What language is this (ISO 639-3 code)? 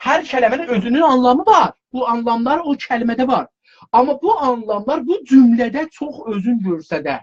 azb